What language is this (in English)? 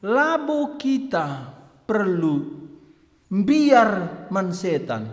Batak Karo